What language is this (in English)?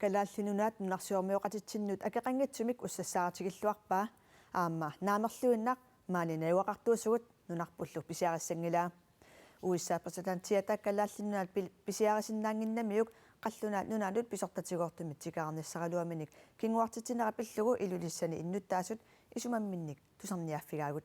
Kalaallisut